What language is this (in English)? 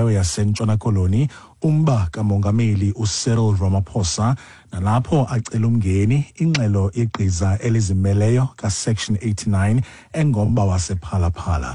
Xhosa